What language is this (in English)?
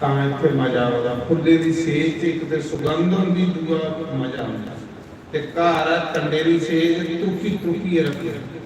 Dogri